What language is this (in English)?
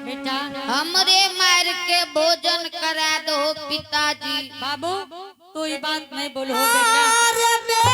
Angika